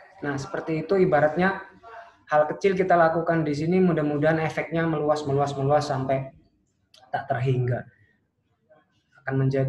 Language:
Indonesian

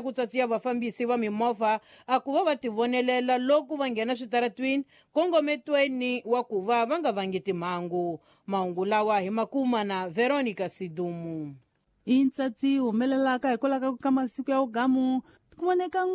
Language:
Tsonga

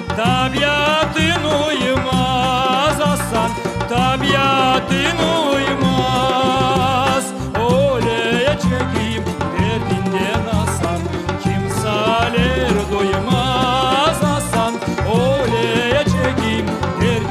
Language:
Crimean Tatar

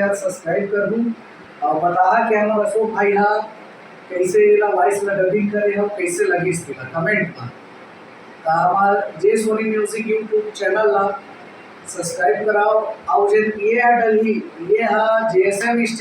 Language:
Chhattisgarhi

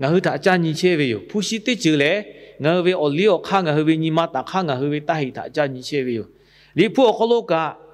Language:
Lahu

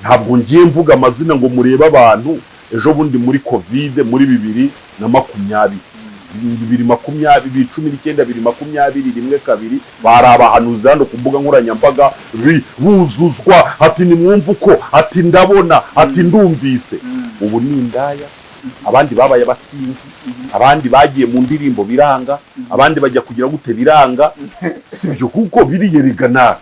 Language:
Kinyarwanda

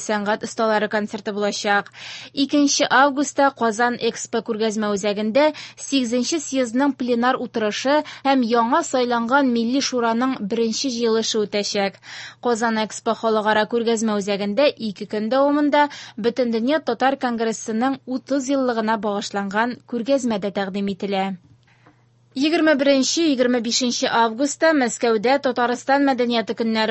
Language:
Tatar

